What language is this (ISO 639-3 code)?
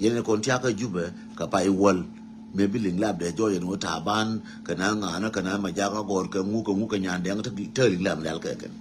nus